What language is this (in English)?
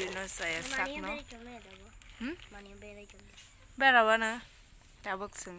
Kok Borok